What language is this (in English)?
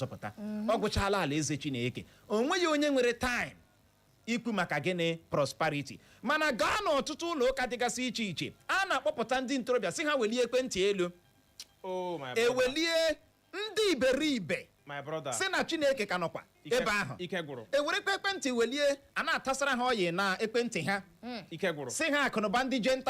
Igbo